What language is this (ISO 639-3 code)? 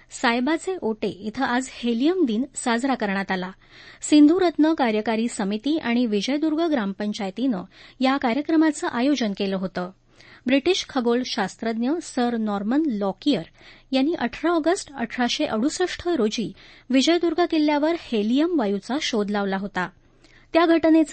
mar